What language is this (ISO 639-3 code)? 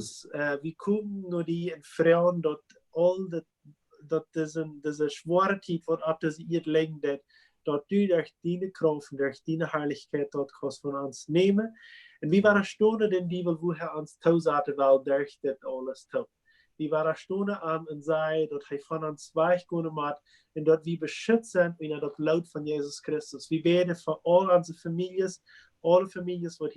pdt